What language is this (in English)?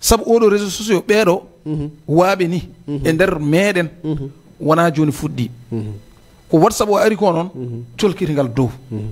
Fula